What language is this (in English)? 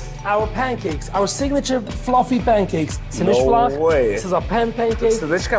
Yiddish